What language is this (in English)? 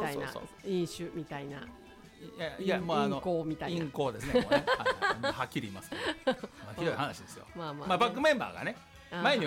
Japanese